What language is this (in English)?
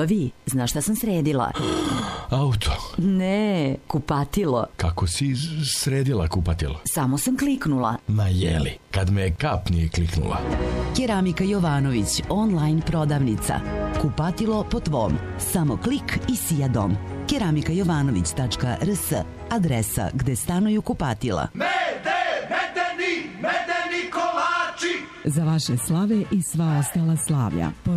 Serbian